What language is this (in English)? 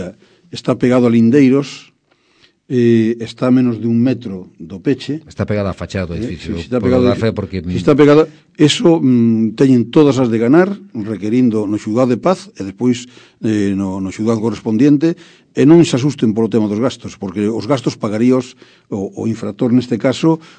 Galician